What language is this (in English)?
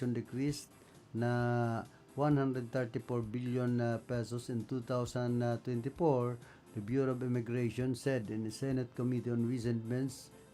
Bikol